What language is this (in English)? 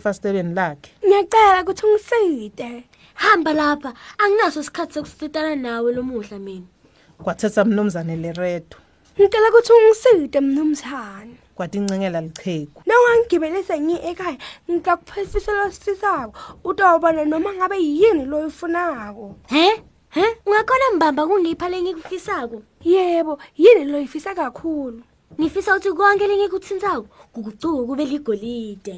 Swati